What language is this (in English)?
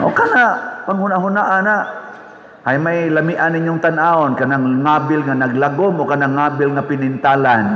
Cebuano